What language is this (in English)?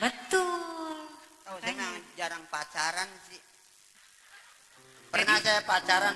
Betawi